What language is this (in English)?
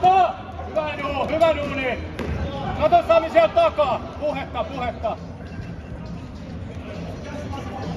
Finnish